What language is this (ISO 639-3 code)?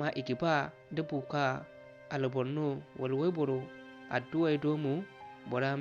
dje